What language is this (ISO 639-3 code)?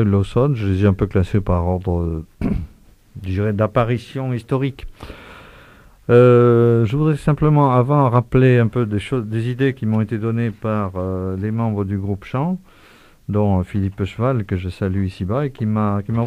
fra